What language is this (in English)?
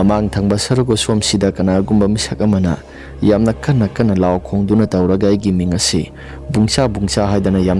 Manipuri